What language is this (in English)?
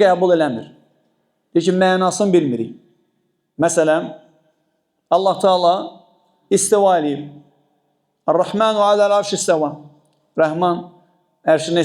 Azerbaijani